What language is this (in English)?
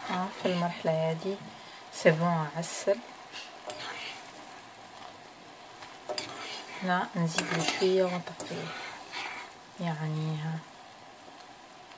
Arabic